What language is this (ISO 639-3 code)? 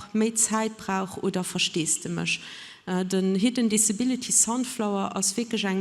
ltz